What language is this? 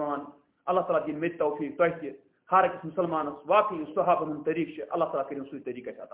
Kashmiri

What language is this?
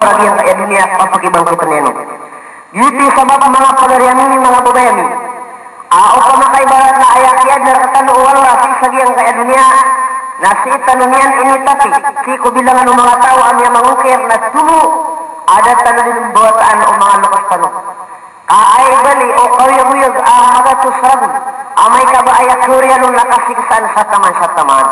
Maranao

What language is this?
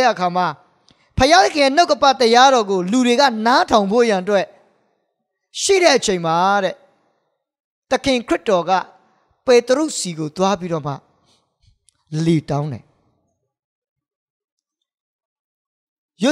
Burmese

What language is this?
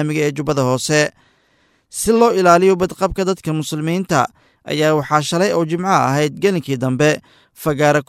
Somali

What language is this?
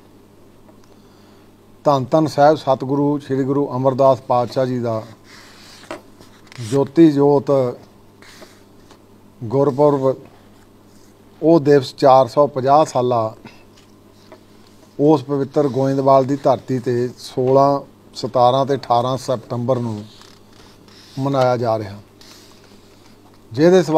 Punjabi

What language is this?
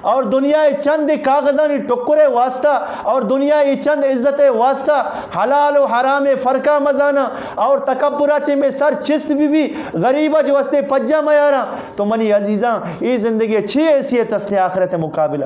Eastern Balochi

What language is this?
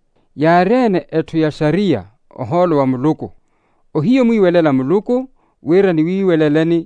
Makhuwa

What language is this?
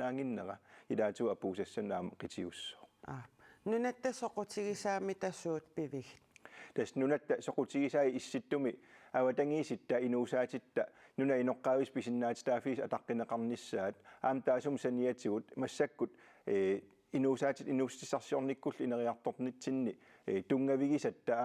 Kalaallisut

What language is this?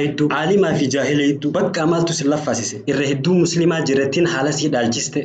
Oromo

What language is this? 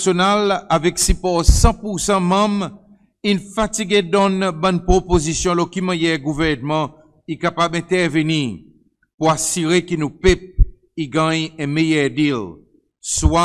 Seselwa Creole French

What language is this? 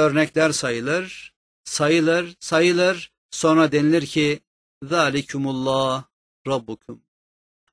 Turkish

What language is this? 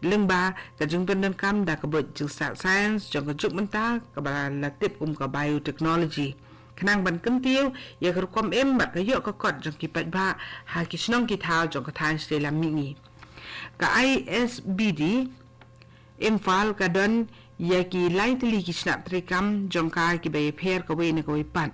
Khasi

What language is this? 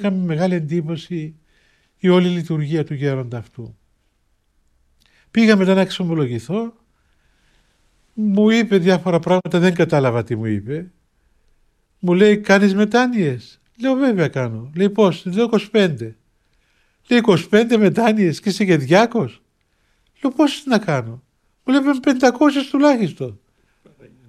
Greek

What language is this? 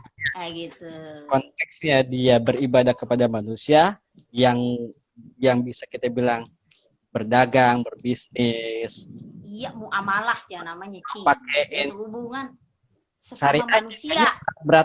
Betawi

